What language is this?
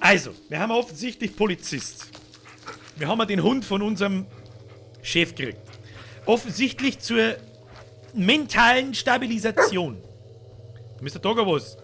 Bavarian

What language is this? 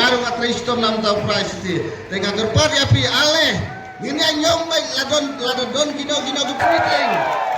Khasi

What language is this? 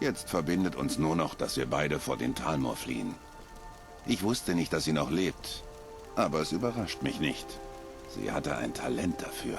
Bavarian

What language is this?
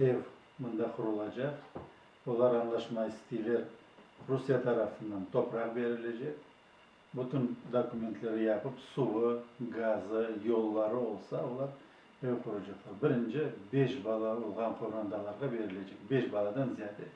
Crimean Tatar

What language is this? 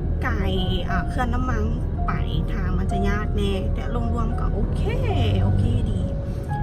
Lao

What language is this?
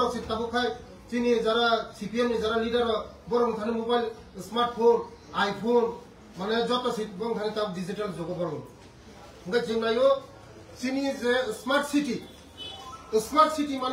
Kok Borok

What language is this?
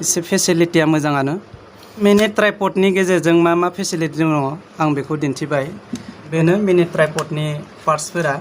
Bodo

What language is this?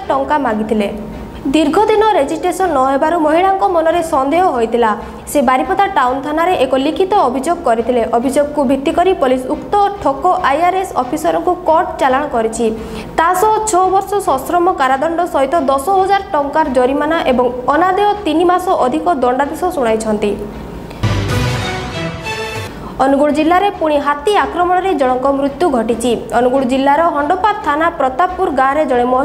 Odia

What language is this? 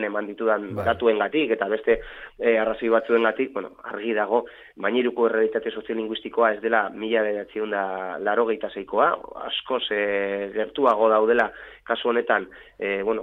Basque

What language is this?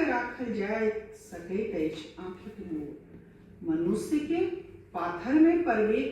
Maithili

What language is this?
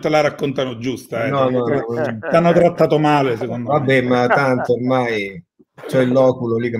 Italian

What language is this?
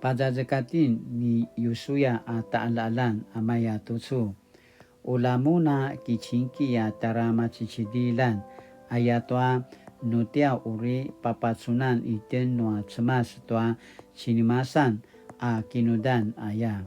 Paiwan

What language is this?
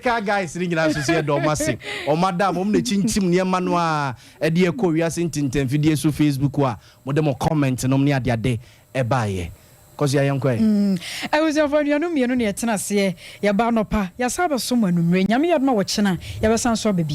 Akan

